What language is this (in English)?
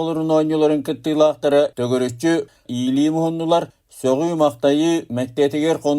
Yakut